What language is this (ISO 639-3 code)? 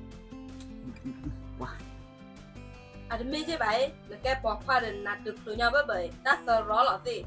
ksw